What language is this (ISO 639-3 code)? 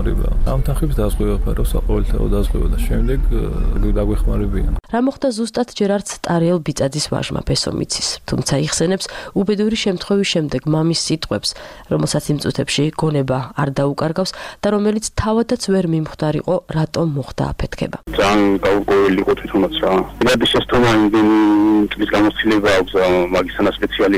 kat